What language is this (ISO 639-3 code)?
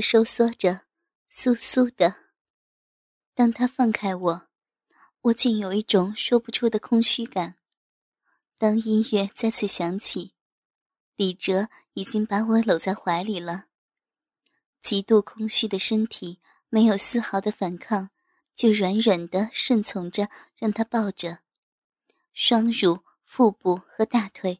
zho